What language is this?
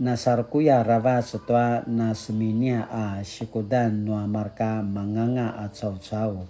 Paiwan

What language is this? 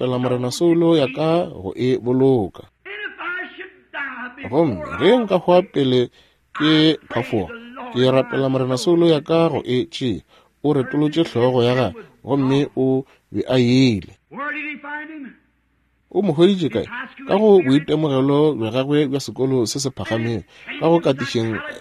Northern Sotho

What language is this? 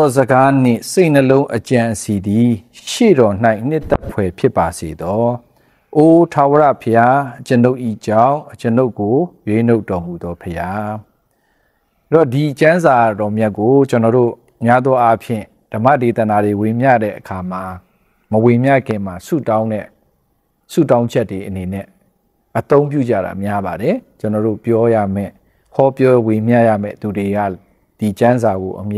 Burmese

